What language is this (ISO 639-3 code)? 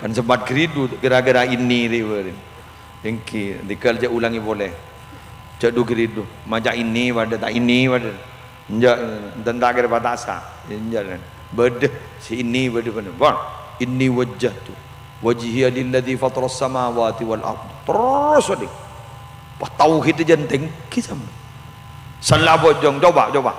mad